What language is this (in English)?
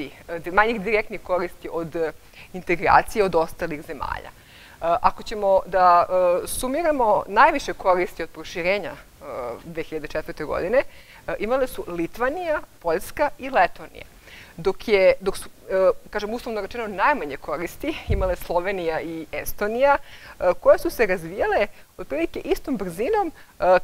Serbian